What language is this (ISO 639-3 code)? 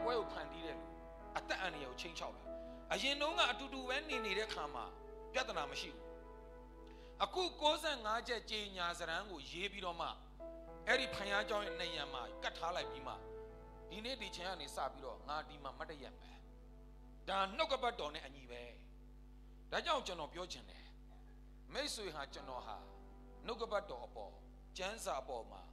mya